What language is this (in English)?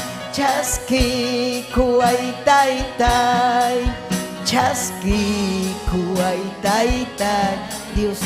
Ayacucho Quechua